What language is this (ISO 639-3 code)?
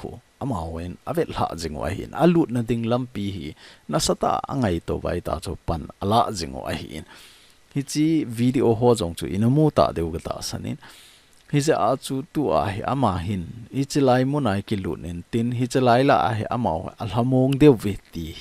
tcz